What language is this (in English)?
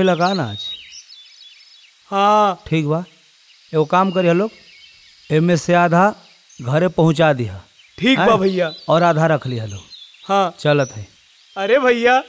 Bhojpuri